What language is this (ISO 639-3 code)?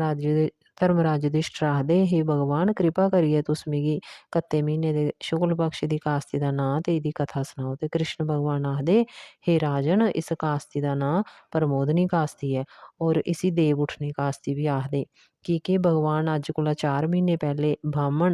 doi